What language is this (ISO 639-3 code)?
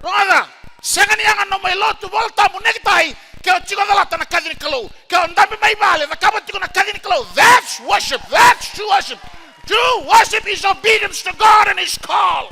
fij